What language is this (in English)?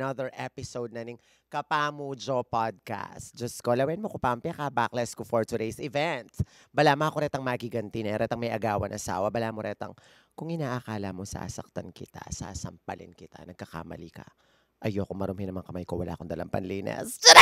Pampanga